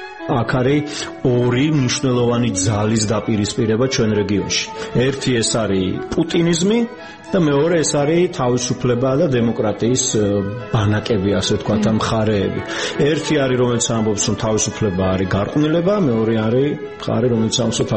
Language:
Georgian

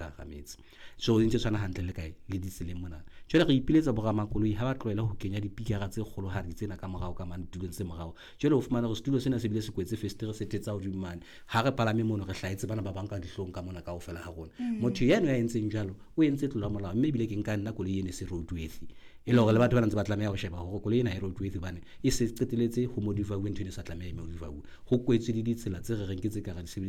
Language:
Southern Sotho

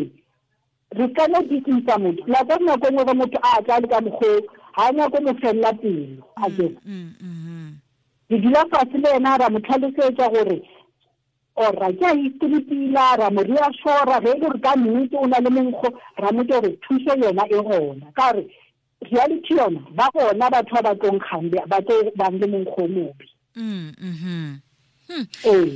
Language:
Tswana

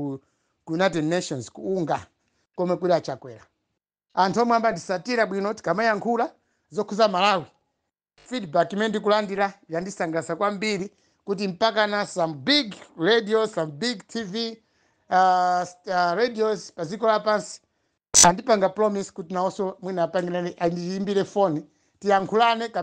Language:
Nyanja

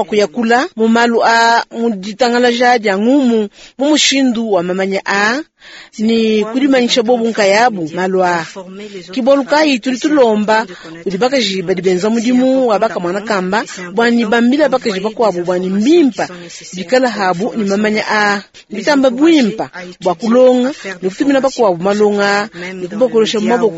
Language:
Luba-Lulua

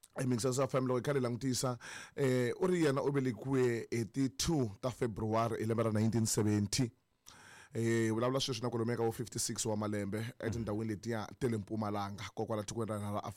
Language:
Tsonga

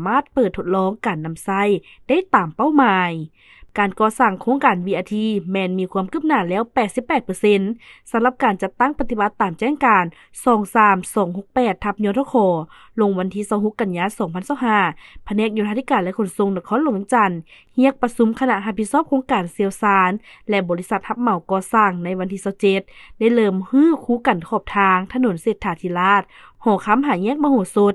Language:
Lao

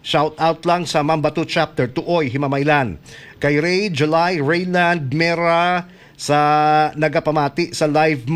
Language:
Hiligaynon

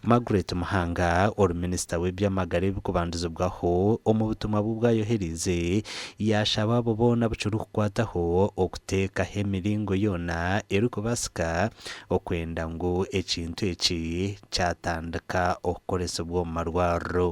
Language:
Nyankole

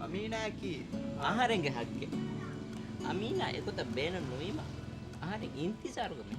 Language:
Divehi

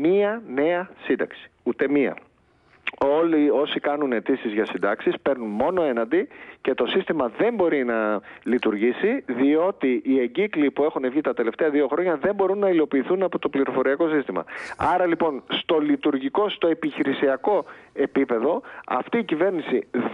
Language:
Greek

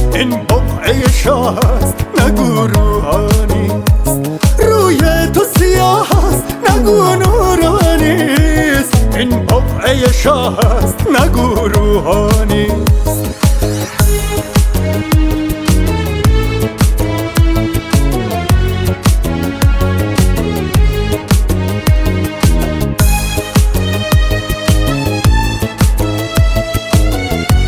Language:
Persian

